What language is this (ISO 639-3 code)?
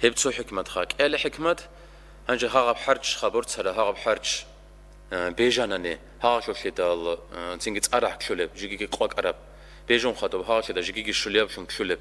ava